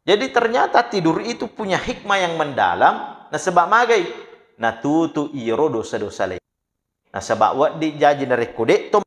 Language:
Buginese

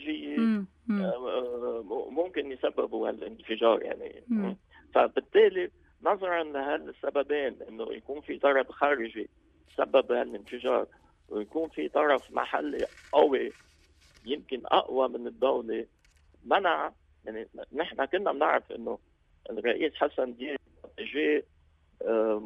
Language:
North Levantine Arabic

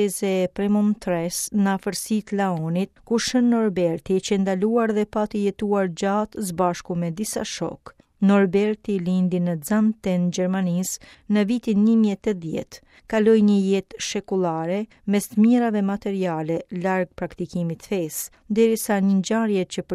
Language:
Albanian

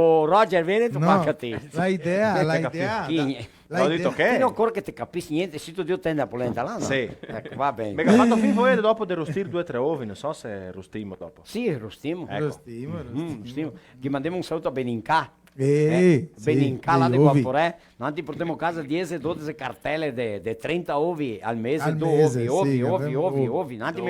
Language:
Venetian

